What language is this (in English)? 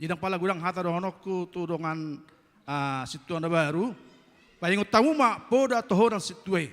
Batak Toba